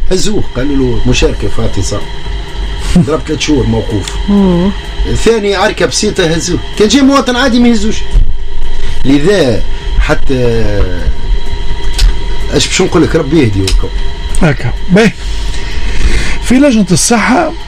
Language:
Tunisian Arabic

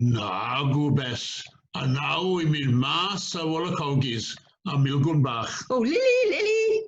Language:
Welsh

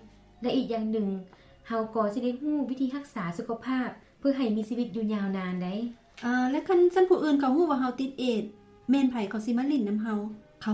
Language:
Lao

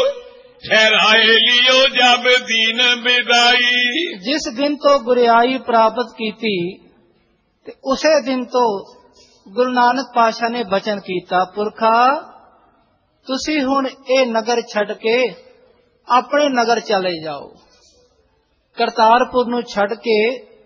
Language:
Punjabi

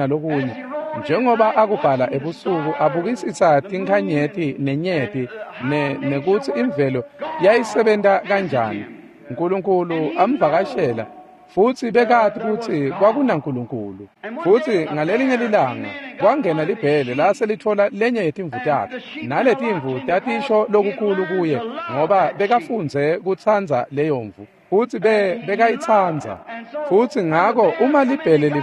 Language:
Swati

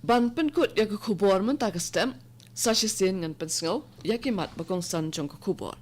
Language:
Khasi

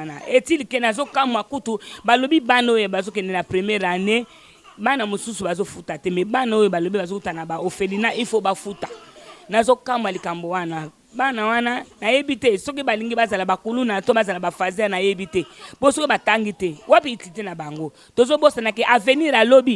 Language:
Lingala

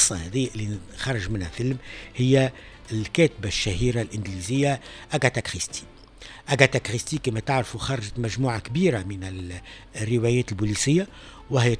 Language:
Tunisian Arabic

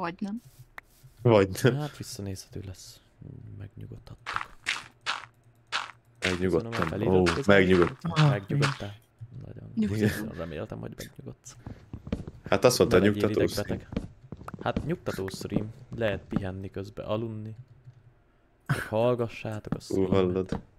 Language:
Hungarian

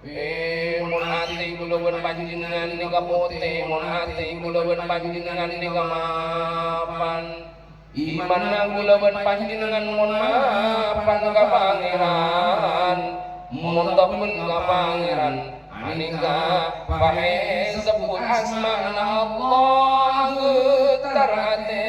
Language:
Madurese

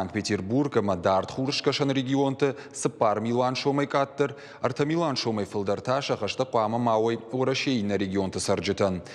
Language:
Ossetic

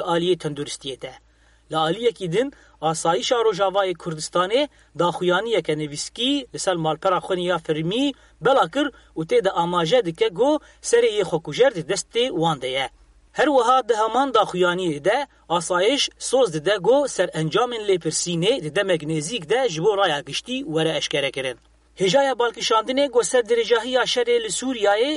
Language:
Kurdish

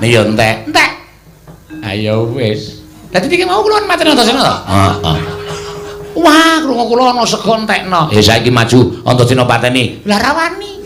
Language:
Javanese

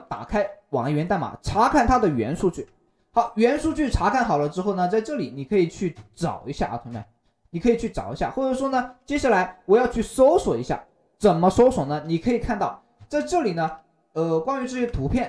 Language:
Chinese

